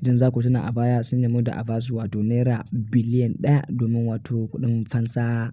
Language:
Hausa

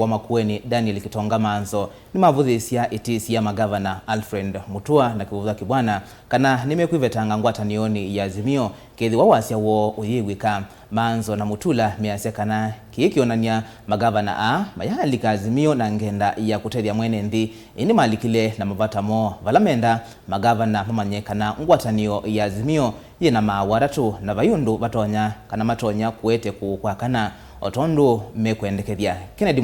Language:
Kamba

